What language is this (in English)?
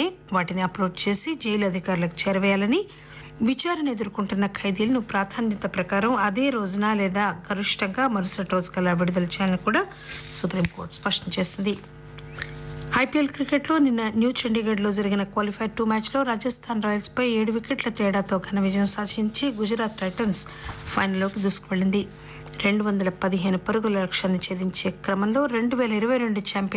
Telugu